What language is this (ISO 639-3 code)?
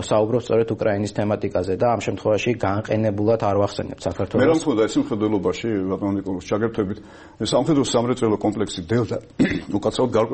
kat